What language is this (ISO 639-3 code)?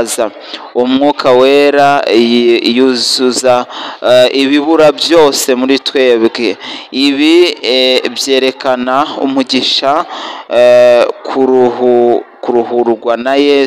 kin